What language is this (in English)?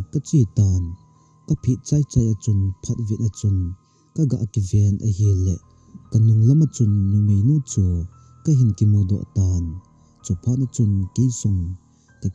Thado Chin